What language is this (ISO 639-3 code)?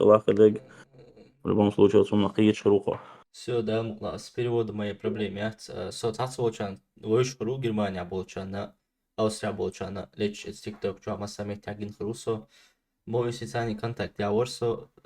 che